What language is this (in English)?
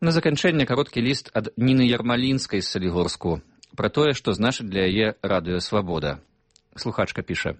Belarusian